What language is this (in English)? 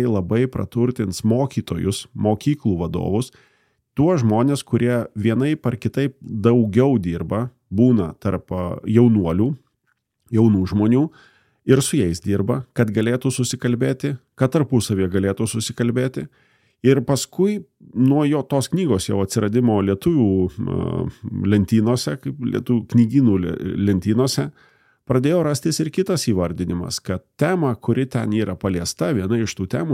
Lithuanian